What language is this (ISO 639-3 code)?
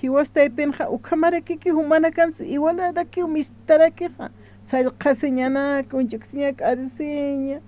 aym